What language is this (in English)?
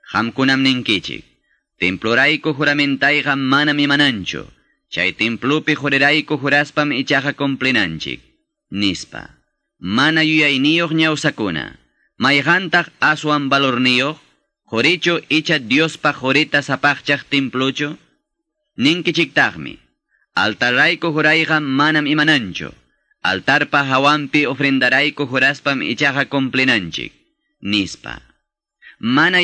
Quechua